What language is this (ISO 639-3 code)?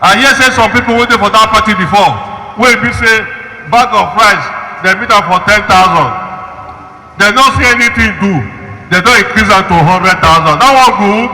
pcm